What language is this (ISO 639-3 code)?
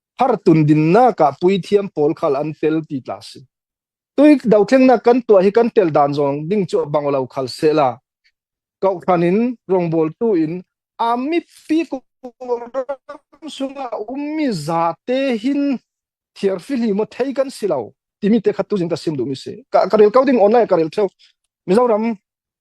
cfm